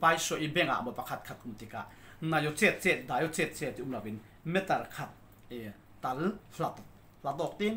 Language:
Falam Chin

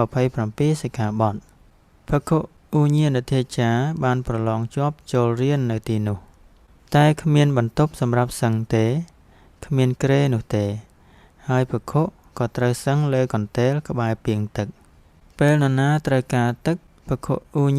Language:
Khmer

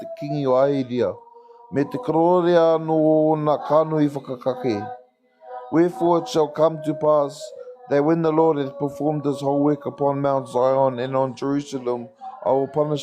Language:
Māori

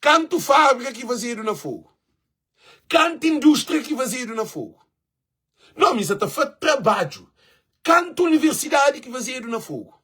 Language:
Kabuverdianu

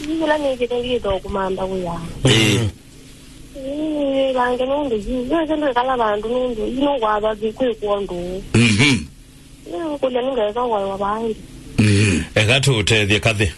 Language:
Kamba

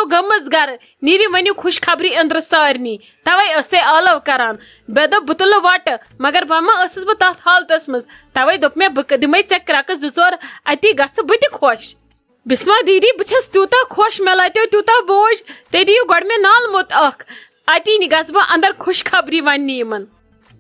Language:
Kashmiri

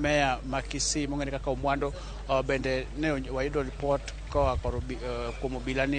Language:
Luo (Kenya and Tanzania)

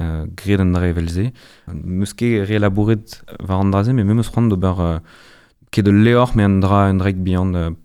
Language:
Breton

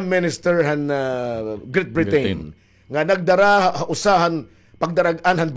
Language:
Waray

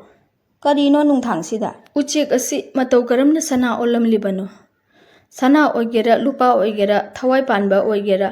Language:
Manipuri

